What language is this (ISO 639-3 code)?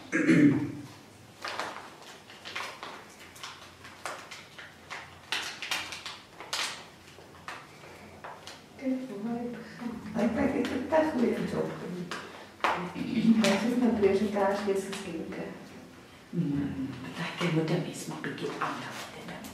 afr